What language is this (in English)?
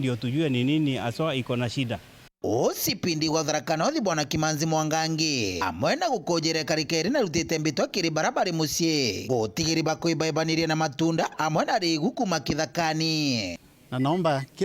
Meru